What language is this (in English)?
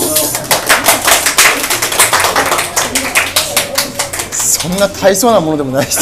Japanese